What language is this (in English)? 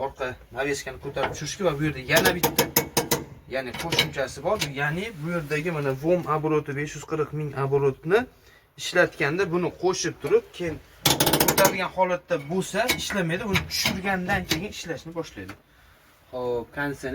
Uzbek